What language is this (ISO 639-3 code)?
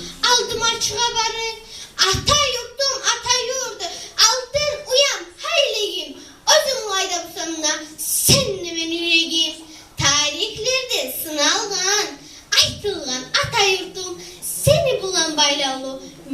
kum